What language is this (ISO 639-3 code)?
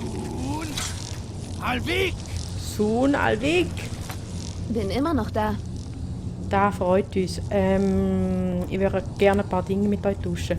gsw